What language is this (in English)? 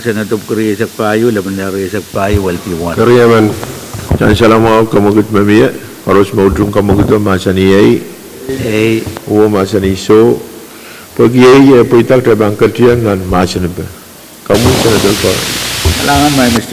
Pohnpeian